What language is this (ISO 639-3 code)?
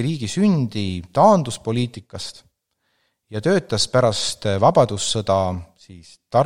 est